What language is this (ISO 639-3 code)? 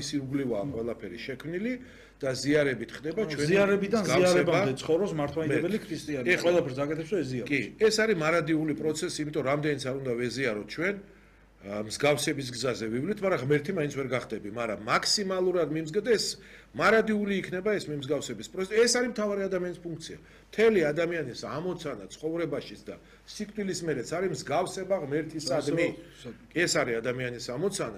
kat